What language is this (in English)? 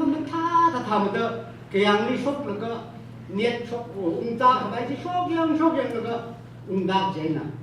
Tangkhul Naga (India)